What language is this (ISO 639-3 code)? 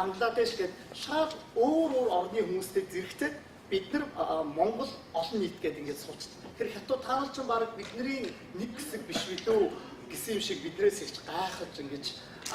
mon